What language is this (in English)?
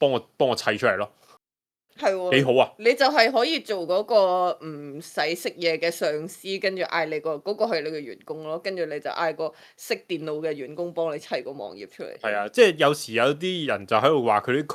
Cantonese